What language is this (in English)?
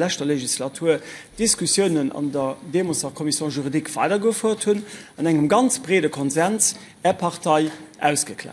Luxembourgish